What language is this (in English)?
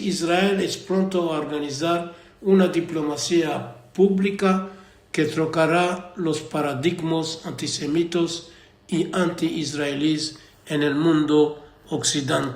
Ladino